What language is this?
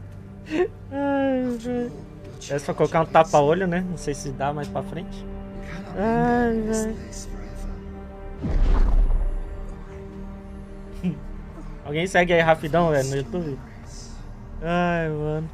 Portuguese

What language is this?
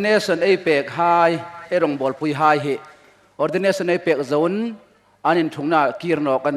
Hmar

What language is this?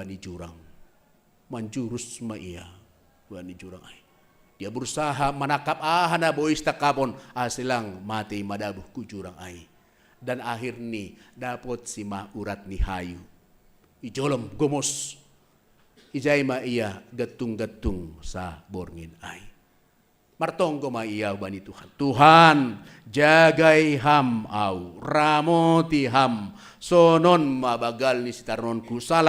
Batak Simalungun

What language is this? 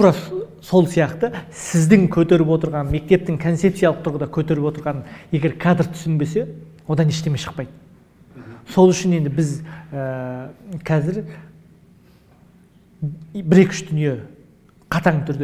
Kazakh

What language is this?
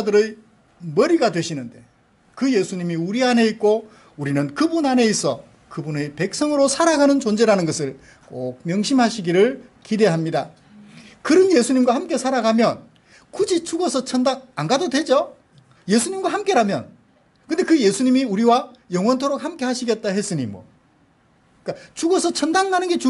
Korean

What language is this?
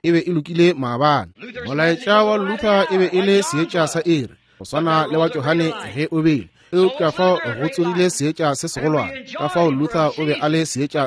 Northern Sotho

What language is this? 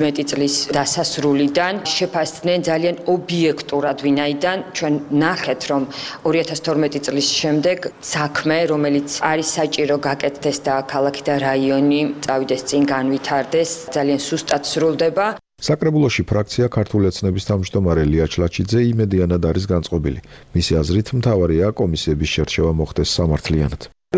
Georgian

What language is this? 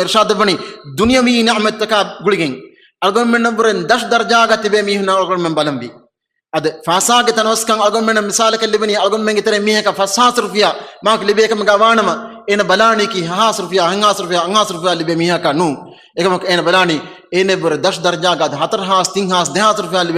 Divehi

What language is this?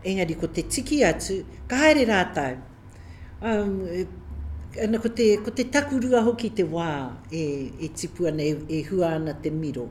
Māori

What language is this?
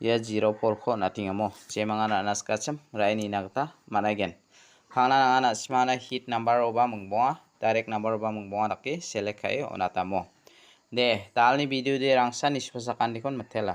Garo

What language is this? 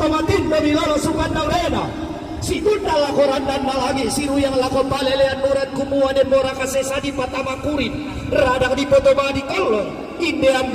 Toraja-Sa'dan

